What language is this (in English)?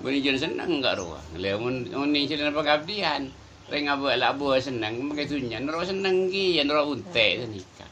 Madurese